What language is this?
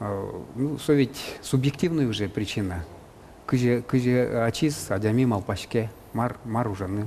Udmurt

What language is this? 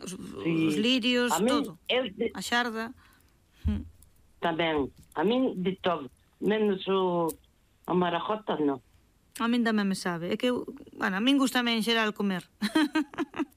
Galician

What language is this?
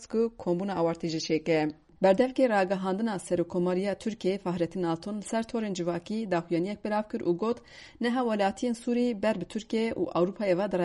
Kurdish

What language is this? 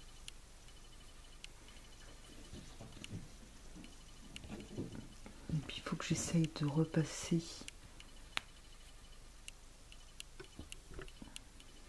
French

